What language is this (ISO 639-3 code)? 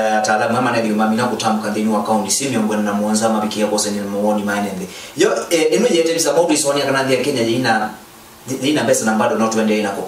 kam